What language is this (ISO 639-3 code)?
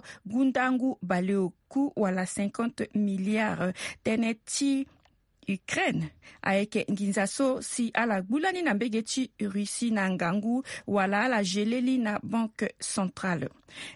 sag